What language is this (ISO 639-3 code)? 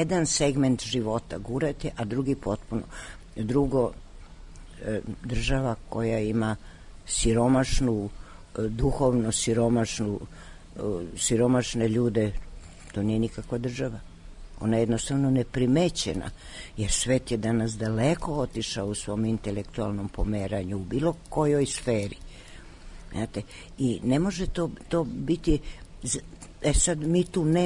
srp